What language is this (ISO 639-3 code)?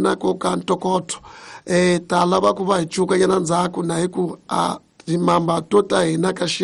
tso